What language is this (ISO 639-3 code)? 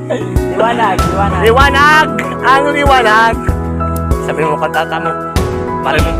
bik